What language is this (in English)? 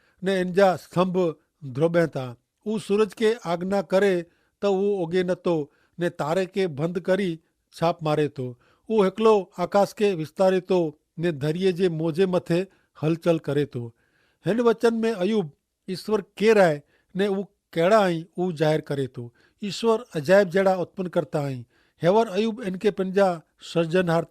Kachhi